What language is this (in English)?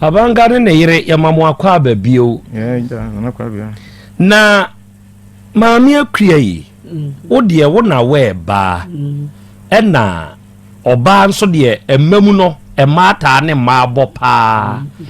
Akan